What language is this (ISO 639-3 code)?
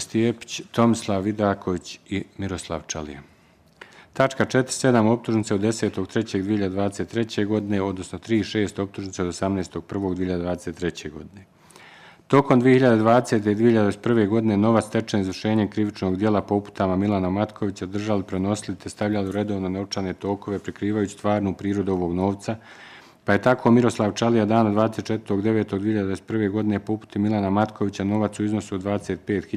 bos